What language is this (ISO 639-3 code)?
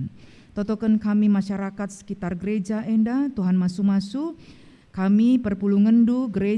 btx